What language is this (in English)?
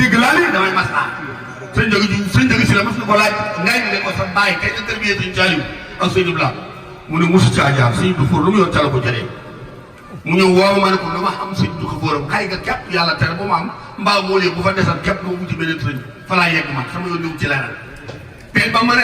Wolof